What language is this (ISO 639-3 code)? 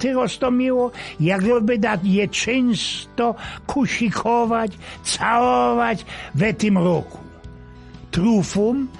szl